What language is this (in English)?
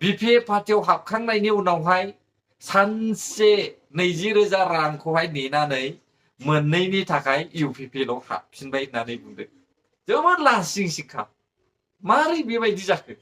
Bodo